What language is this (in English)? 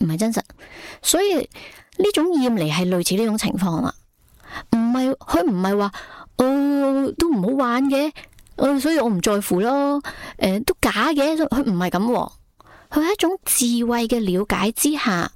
Cantonese